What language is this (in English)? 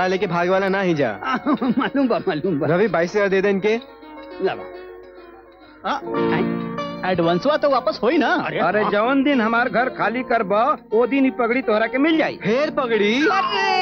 Bhojpuri